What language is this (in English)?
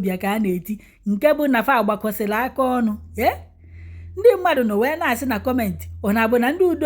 Igbo